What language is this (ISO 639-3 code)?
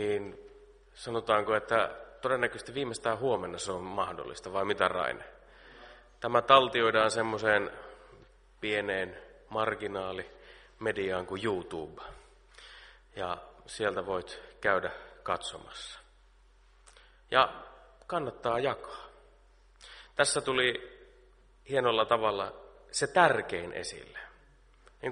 fin